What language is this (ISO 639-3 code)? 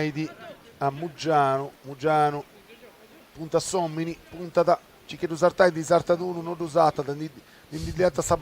srd